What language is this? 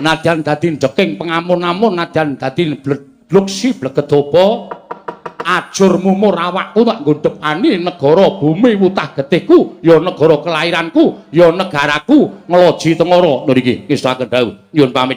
Javanese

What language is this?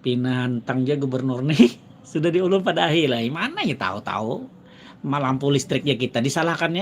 Banjar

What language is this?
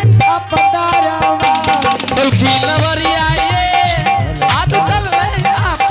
Angika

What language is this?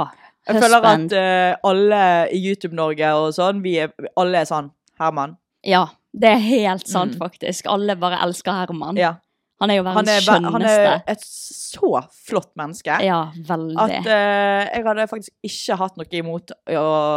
Norwegian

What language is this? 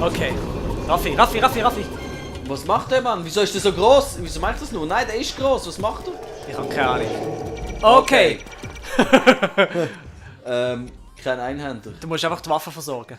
Swiss German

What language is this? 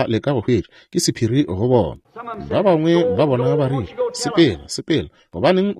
Northern Sotho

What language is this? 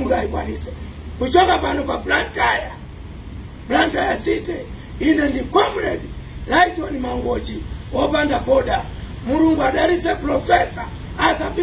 Nyanja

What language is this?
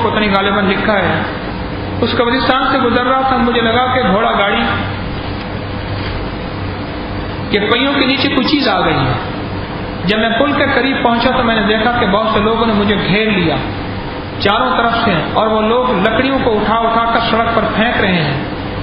Urdu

